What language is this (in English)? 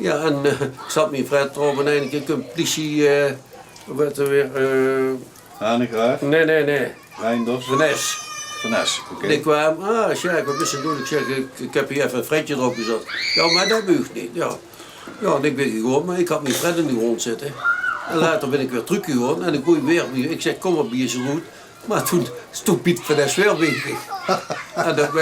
Limburgish